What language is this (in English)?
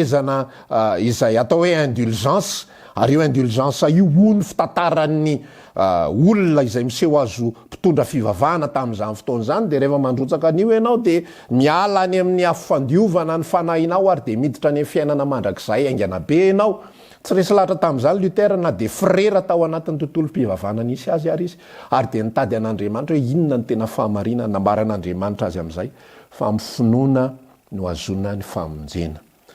Malagasy